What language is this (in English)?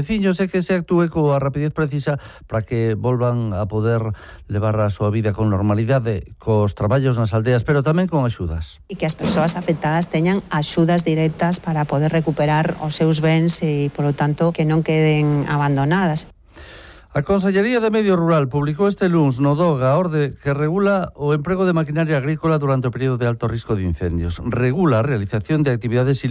Galician